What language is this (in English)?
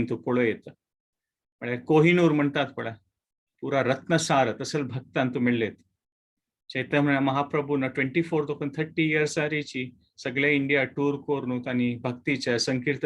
Konkani